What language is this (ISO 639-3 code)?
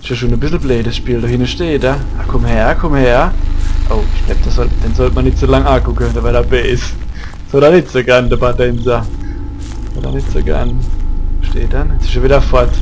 pfl